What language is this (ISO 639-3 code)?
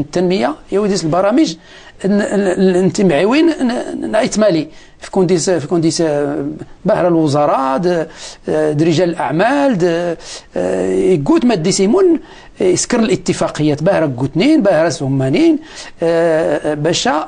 ary